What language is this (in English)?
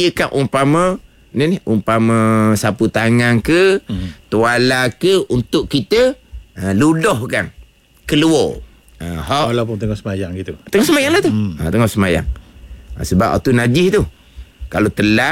Malay